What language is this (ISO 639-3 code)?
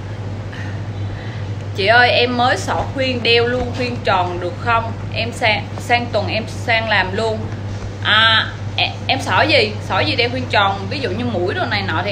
vie